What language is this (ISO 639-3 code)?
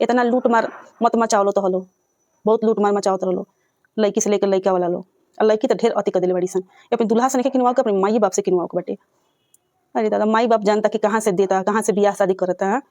bho